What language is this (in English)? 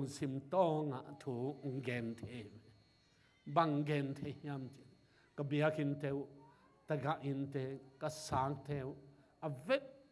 Tedim Chin